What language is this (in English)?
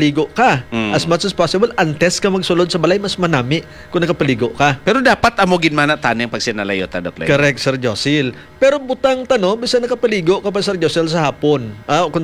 Hiligaynon